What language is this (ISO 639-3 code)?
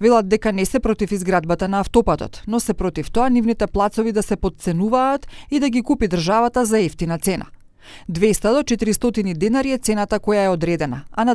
mkd